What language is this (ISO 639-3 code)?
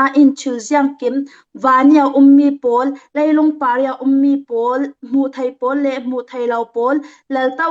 cfm